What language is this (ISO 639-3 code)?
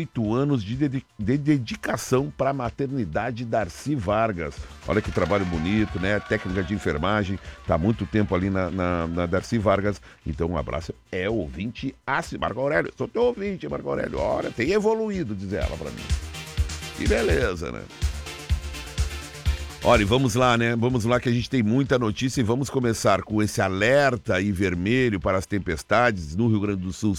por